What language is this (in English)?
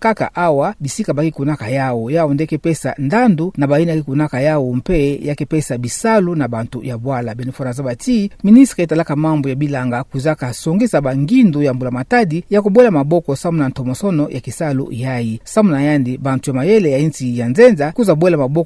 Kituba (Democratic Republic of Congo)